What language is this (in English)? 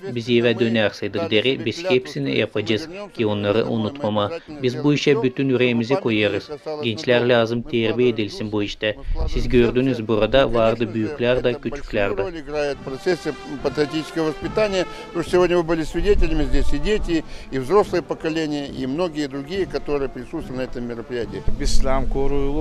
Gagauz